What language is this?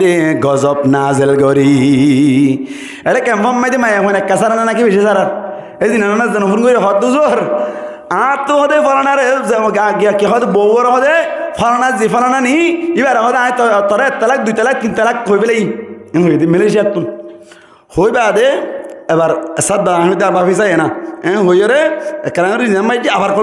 Rohingya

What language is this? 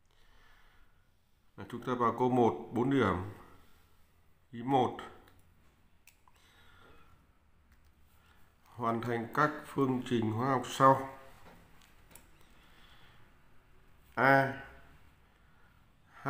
Vietnamese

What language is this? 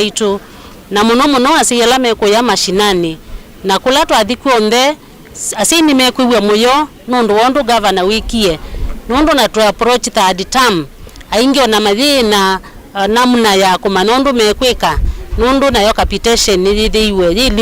Kamba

